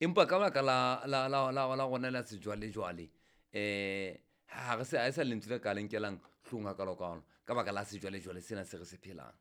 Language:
Southern Sotho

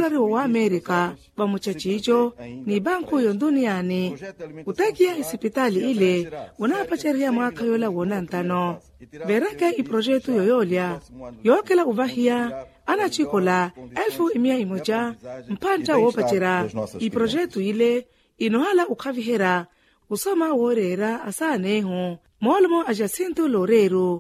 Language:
Makhuwa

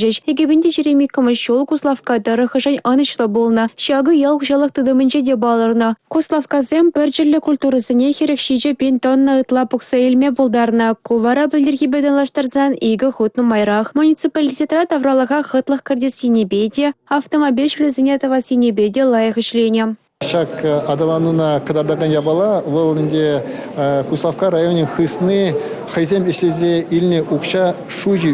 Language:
Chuvash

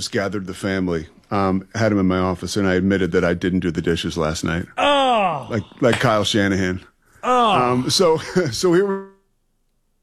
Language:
English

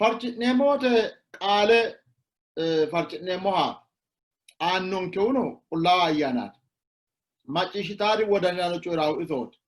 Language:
Sidamo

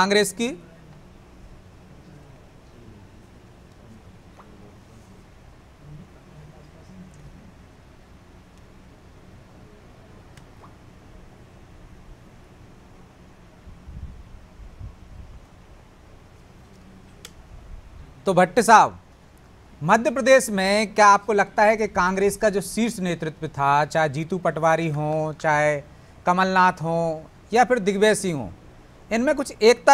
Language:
Hindi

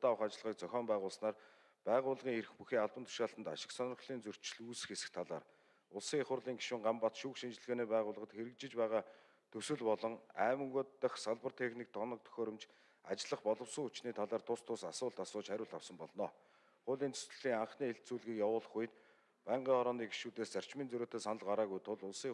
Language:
Mongolian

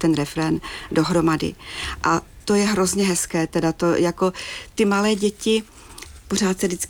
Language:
Czech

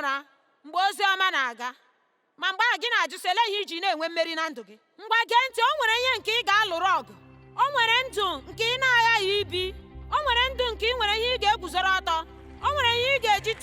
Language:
Igbo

